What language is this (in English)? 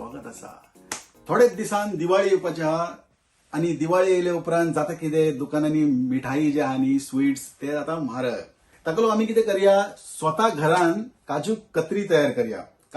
Konkani